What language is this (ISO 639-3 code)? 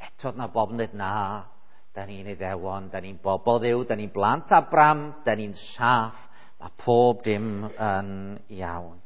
cym